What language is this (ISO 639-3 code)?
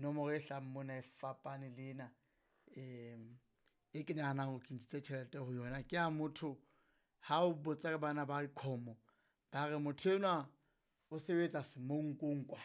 sot